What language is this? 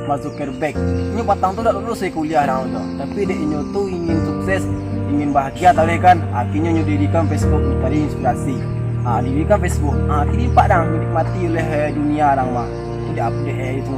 Minangkabau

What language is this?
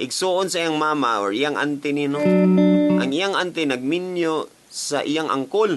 Cebuano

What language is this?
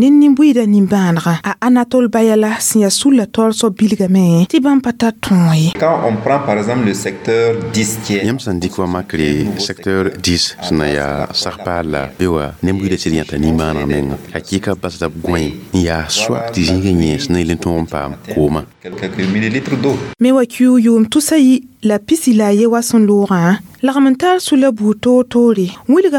Mossi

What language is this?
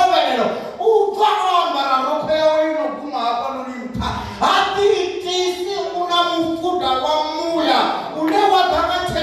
Venda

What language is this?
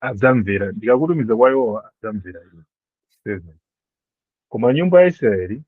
Nyanja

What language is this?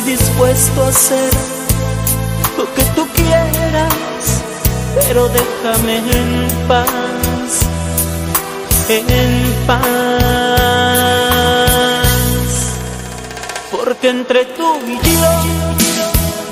Spanish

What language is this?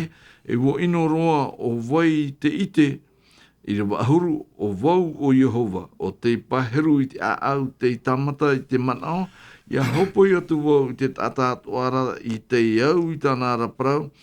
Tahitian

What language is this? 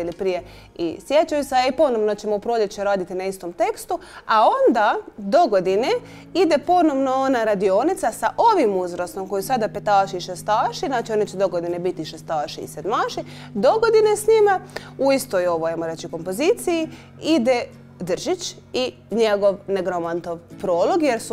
Croatian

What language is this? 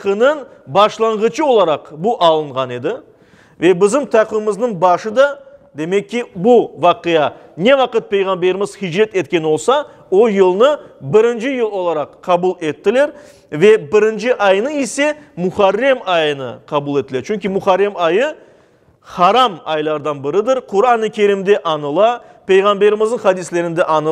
Crimean Tatar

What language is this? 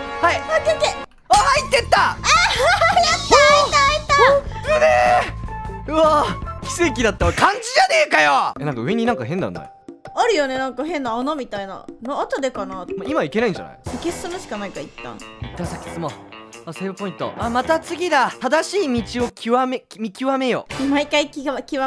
Japanese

